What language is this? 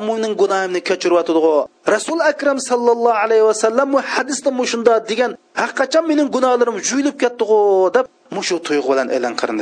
Uyghur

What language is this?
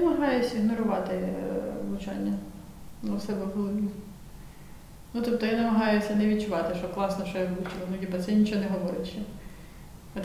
Ukrainian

